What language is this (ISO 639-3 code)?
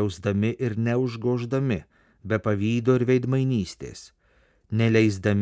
lit